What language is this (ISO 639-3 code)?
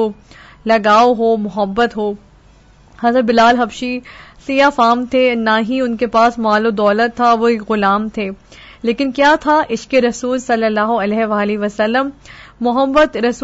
urd